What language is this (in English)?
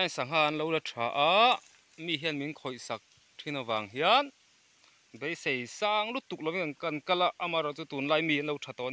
Mizo